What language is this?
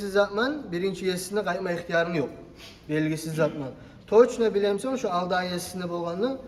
Kumyk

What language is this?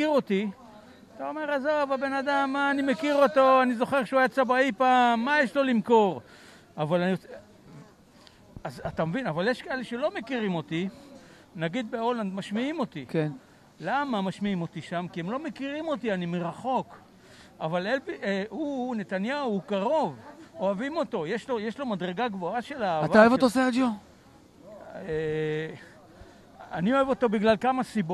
Hebrew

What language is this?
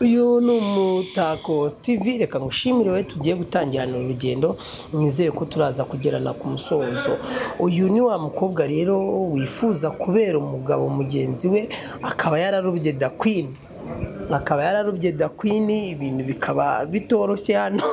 Kinyarwanda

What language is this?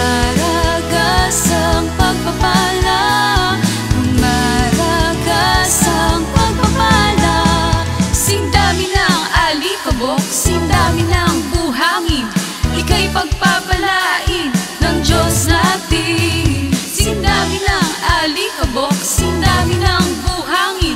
Filipino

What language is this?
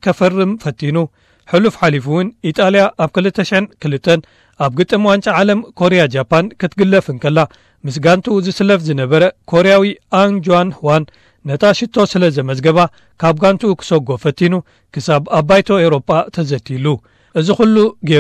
Tigrinya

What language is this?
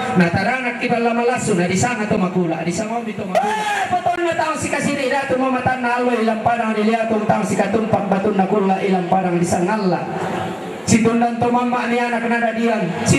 Toraja-Sa'dan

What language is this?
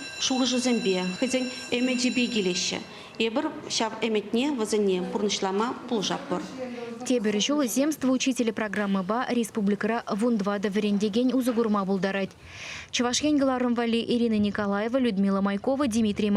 Chuvash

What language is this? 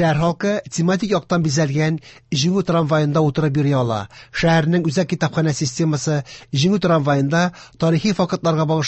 Tatar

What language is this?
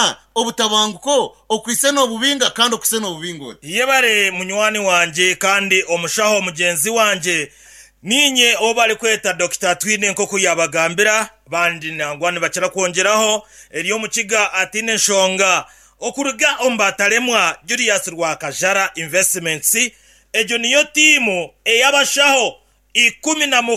Nyankole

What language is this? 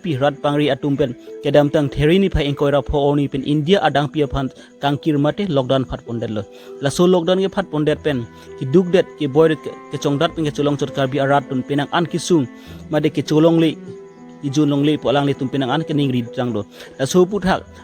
Karbi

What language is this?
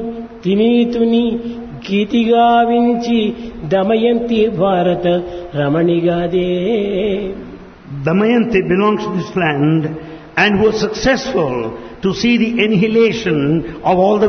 Telugu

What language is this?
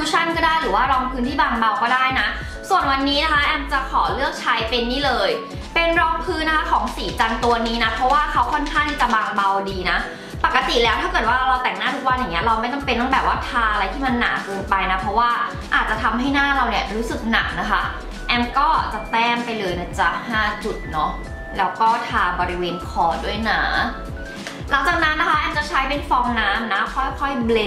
Thai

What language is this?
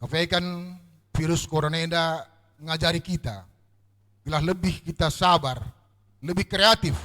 Batak Karo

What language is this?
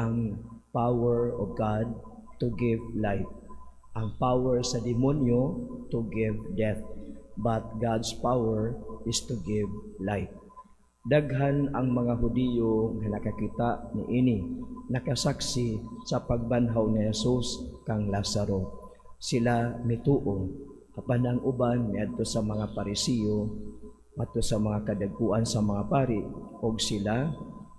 Cebuano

